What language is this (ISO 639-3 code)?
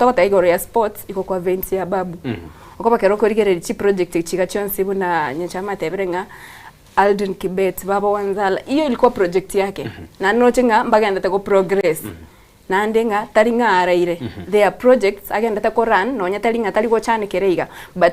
guz